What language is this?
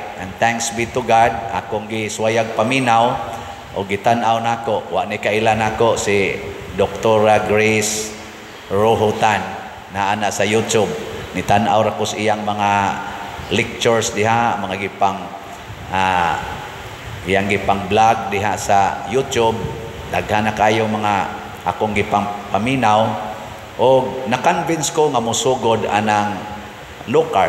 Cebuano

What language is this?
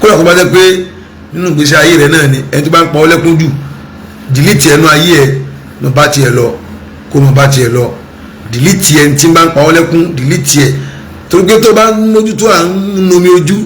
Yoruba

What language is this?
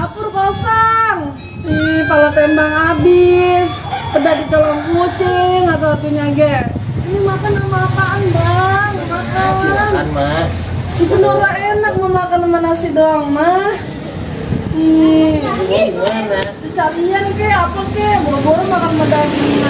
Betawi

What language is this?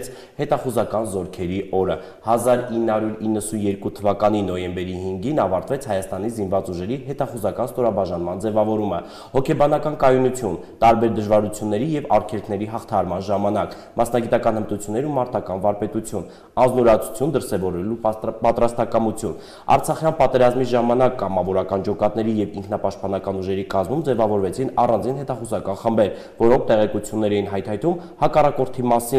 Armenian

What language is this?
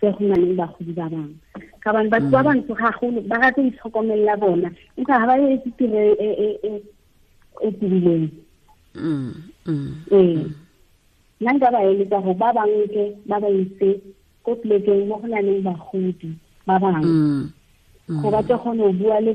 Tswana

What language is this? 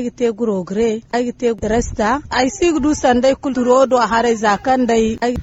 Zarma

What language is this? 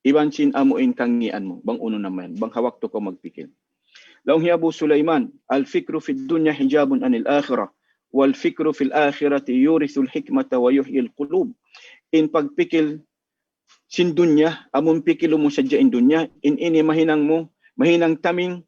Tausug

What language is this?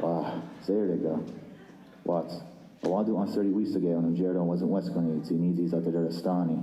Mohawk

